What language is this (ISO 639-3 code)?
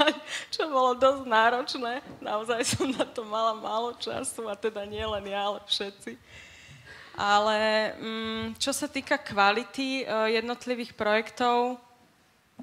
slk